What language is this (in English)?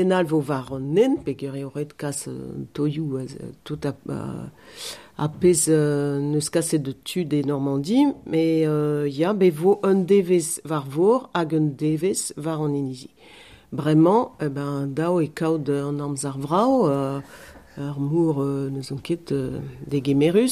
Breton